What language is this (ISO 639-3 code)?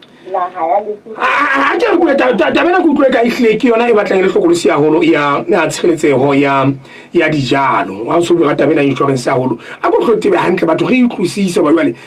sot